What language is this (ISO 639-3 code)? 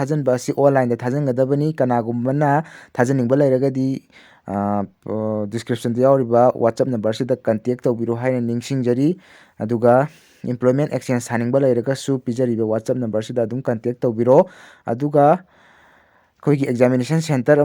mni